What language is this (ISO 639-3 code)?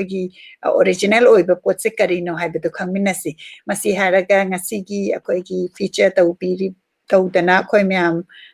mni